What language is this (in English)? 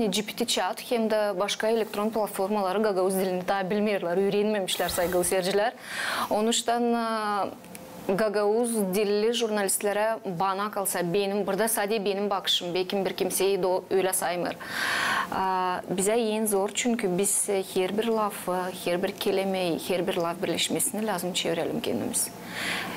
Gagauz